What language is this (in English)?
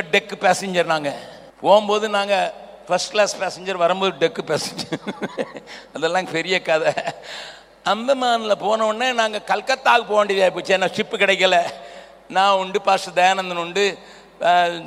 Tamil